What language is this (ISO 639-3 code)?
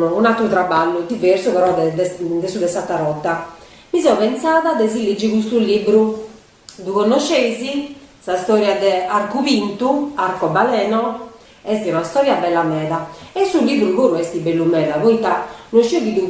srd